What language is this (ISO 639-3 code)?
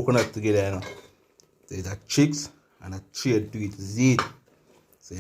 jam